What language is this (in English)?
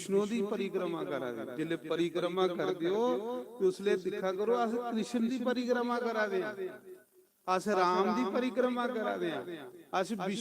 Dogri